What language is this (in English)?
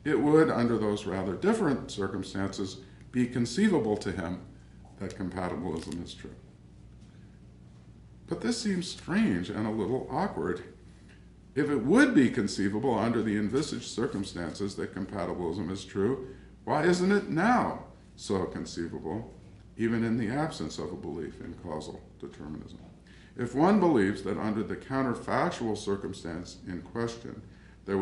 English